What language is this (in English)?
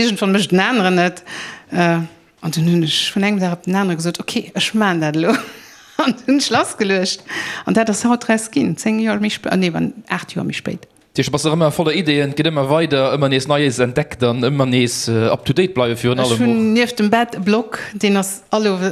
Luxembourgish